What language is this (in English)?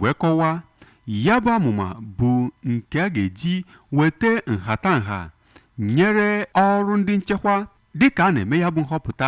Igbo